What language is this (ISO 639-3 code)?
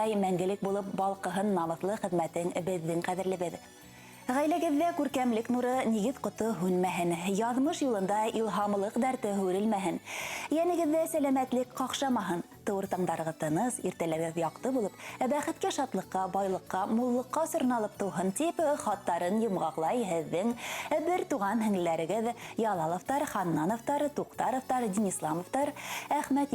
bak